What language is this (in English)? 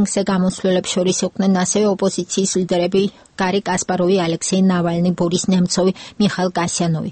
Georgian